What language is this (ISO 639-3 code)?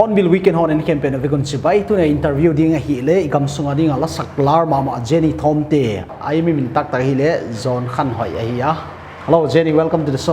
pck